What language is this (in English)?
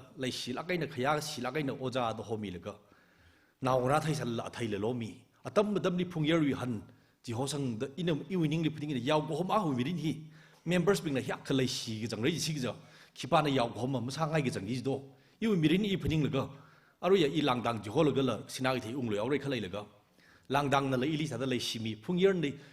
Tangkhul Naga (India)